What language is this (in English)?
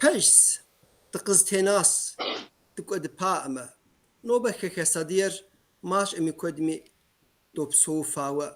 Kabardian